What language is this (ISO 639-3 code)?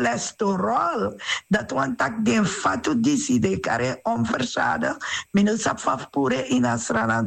srn